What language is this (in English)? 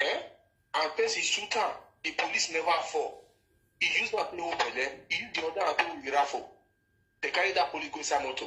Nigerian Pidgin